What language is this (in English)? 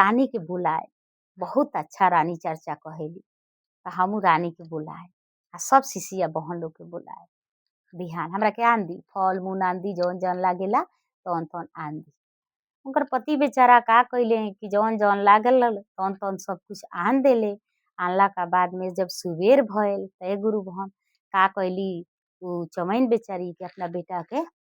Bhojpuri